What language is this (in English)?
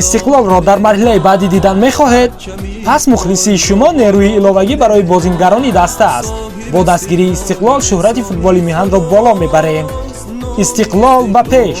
Tajik